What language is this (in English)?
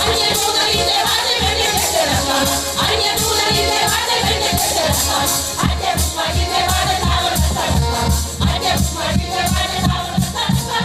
Chuvash